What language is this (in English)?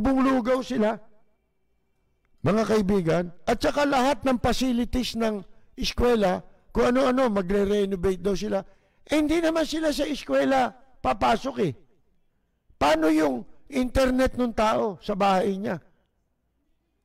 Filipino